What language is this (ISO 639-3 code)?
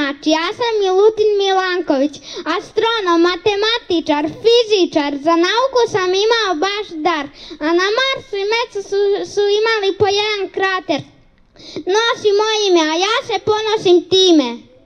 srp